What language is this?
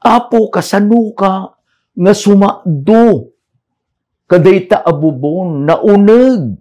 Iloko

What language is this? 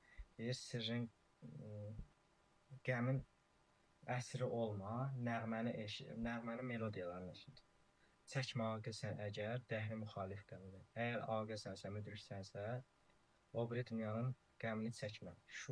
Azerbaijani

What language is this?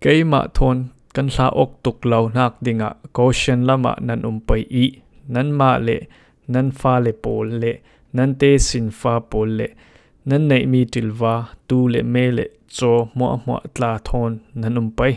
Falam Chin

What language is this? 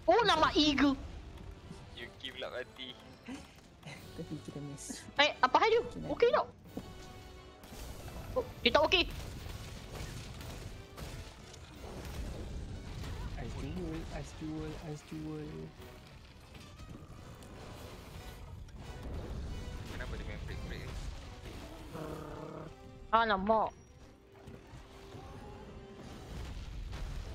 Malay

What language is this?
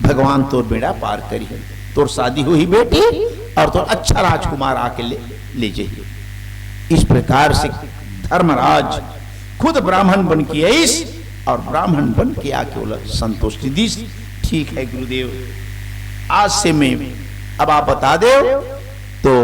Chhattisgarhi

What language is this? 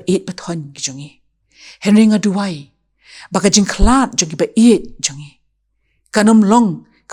Khasi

